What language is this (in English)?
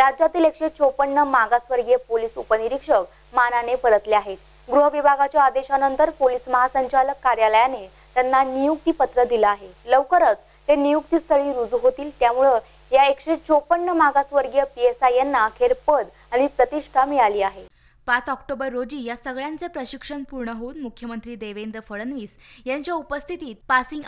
Marathi